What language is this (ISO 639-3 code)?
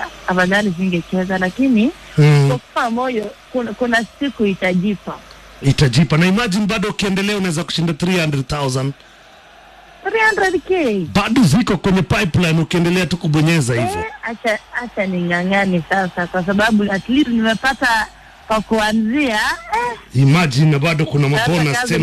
swa